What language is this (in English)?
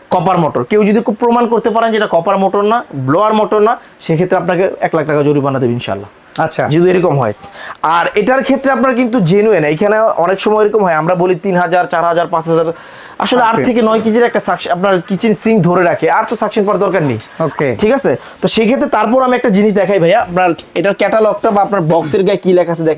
Bangla